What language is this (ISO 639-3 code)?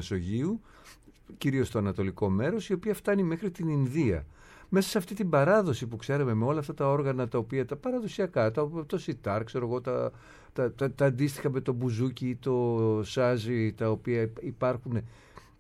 ell